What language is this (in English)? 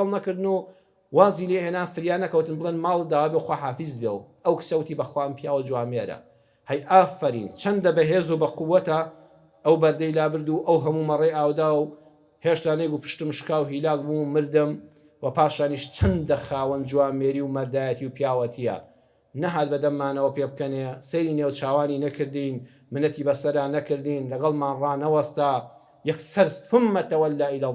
Central Kurdish